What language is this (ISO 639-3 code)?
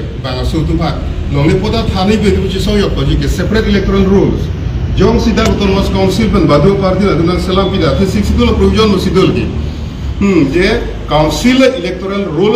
mjw